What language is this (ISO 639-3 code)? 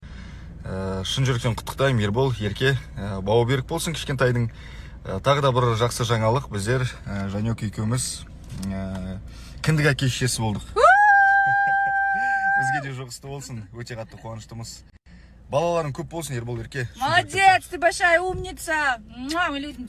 kaz